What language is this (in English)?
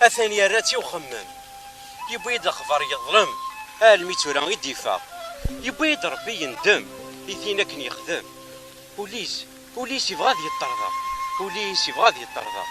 Kabyle